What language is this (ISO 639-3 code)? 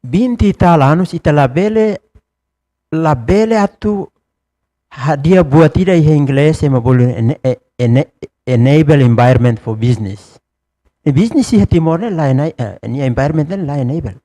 tet